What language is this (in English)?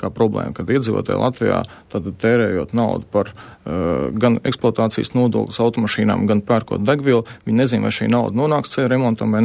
Latvian